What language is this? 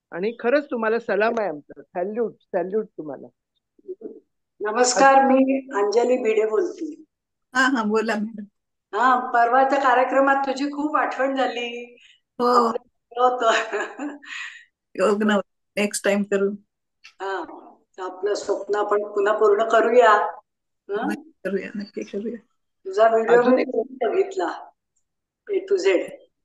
Marathi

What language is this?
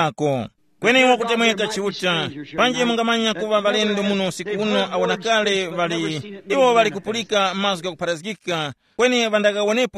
Tumbuka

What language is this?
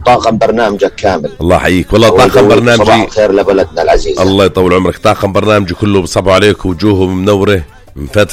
North Levantine Arabic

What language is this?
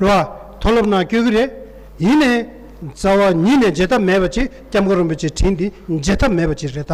Tibetan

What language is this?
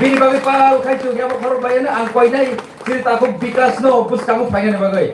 Kok Borok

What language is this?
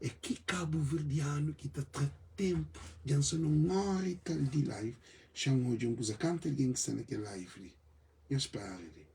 Kabuverdianu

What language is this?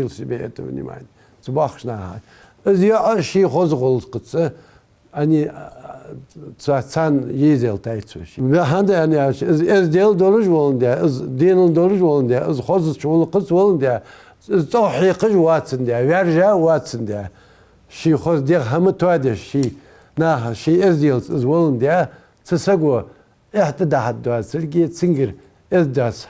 Ingush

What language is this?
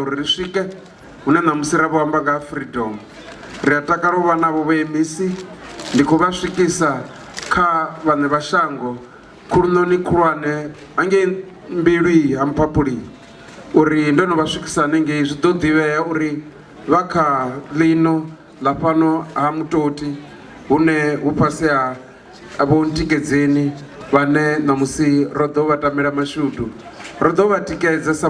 Venda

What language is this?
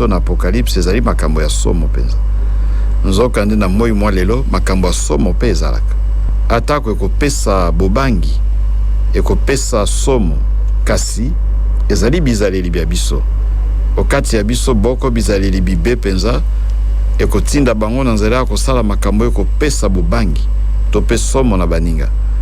Lingala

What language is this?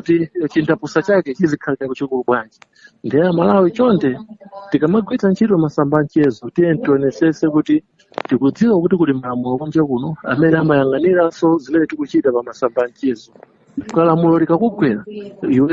Nyanja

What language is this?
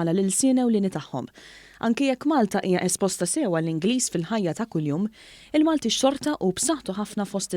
Maltese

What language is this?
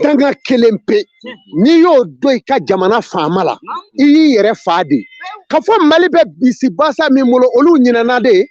Bambara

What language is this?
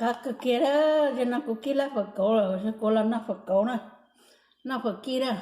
Hmong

